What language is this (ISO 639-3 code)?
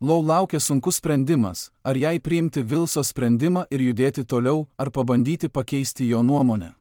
lit